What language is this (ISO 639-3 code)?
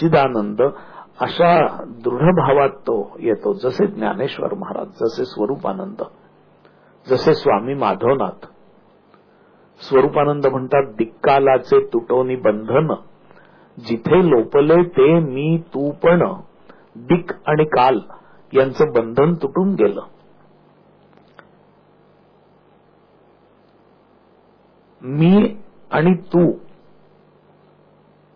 mar